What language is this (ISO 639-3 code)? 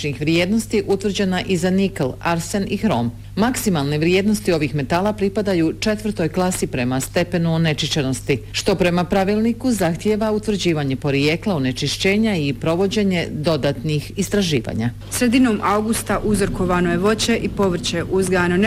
bos